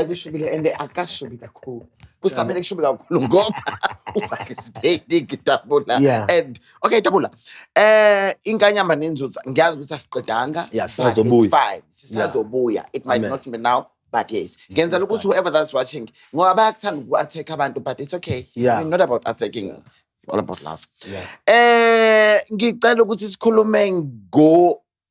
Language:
Zulu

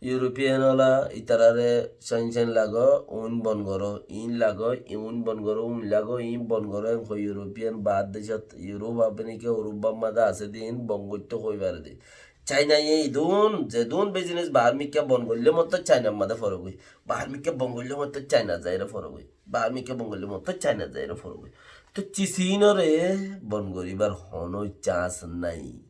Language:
Rohingya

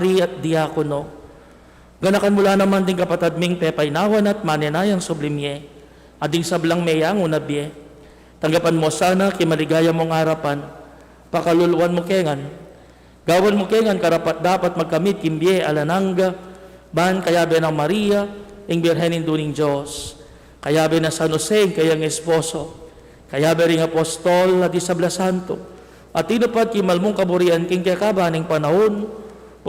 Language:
Pampanga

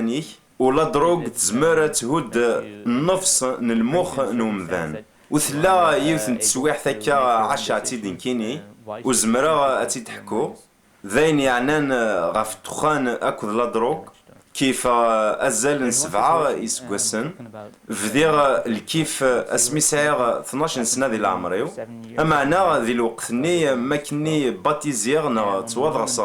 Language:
Kabyle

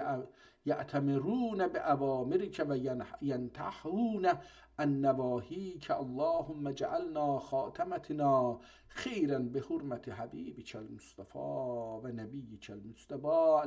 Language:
South Azerbaijani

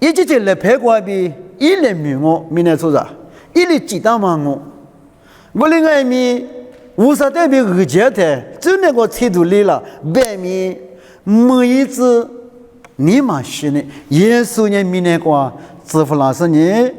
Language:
Lisu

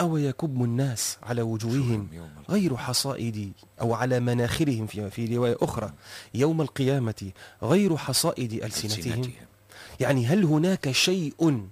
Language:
Tunisian Arabic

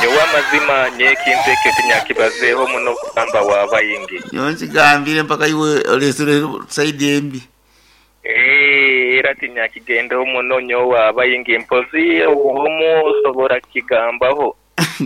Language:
Nyankole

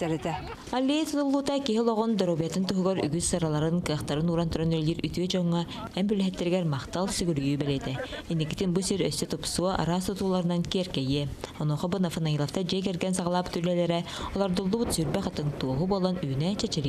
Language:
Yakut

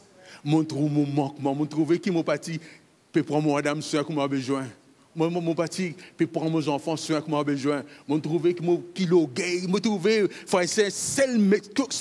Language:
Morisyen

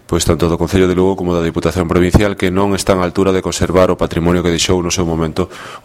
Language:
Galician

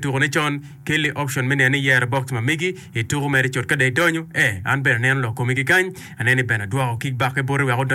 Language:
Acoli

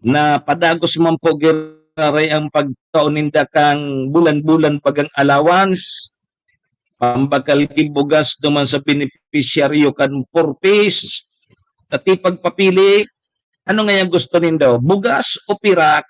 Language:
Bikol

